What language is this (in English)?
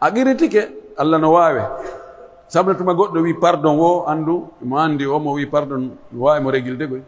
Pular